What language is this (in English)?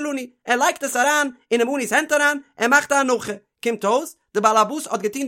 Yiddish